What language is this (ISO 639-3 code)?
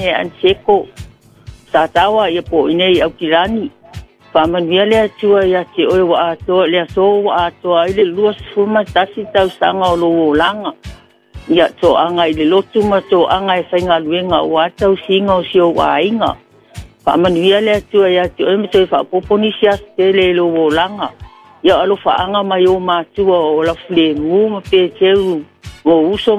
smo